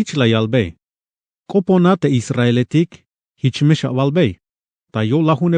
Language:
Tzeltal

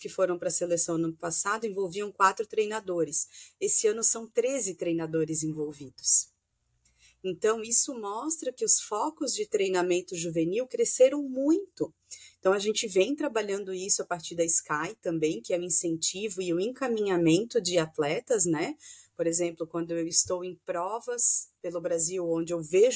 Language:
Portuguese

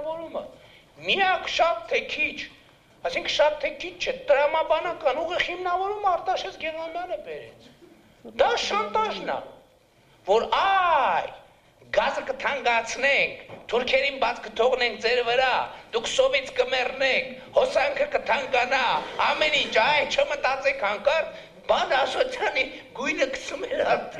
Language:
Armenian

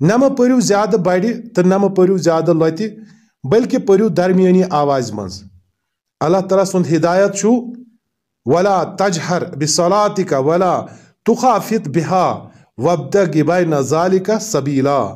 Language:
Kashmiri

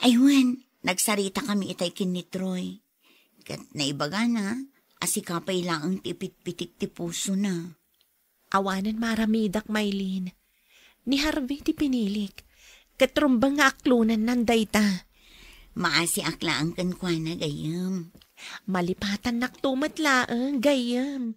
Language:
Iloko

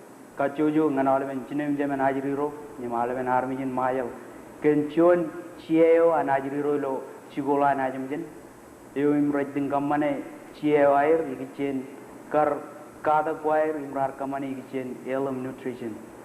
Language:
Marshallese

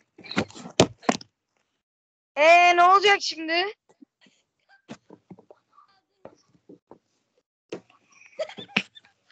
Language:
Turkish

